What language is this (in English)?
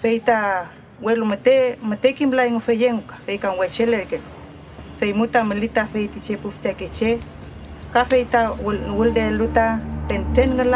Mapuche